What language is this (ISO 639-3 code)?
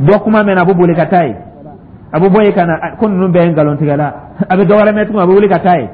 dyu